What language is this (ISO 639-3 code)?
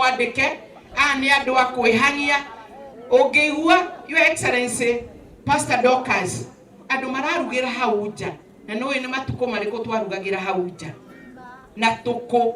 kik